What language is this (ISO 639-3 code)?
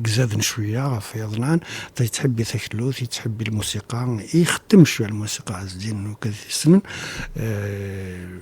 kab